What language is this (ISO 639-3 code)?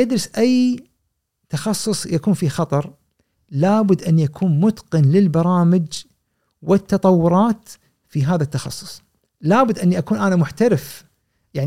afb